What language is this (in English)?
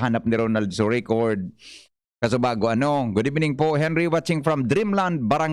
Bikol